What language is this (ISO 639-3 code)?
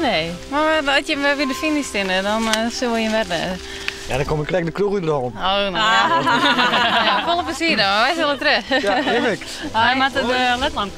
fry